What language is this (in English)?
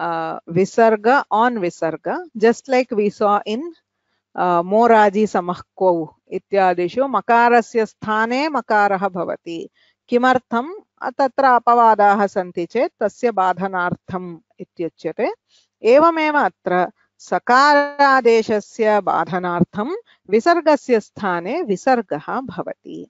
Sanskrit